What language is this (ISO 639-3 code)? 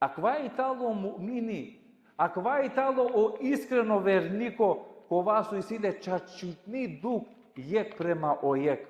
rmn